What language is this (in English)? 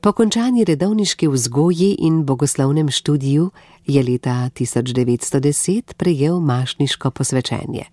Slovenian